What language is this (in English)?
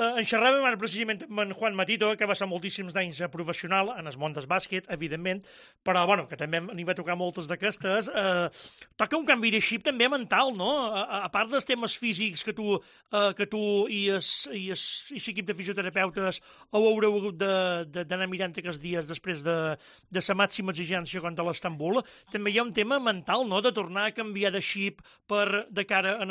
Catalan